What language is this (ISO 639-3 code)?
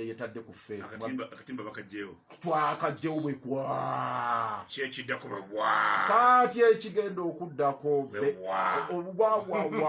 lug